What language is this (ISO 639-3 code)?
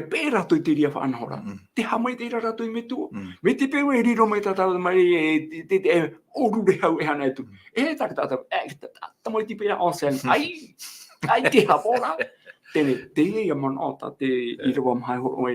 tah